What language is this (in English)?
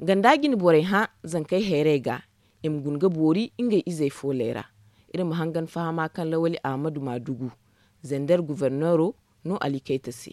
Zarma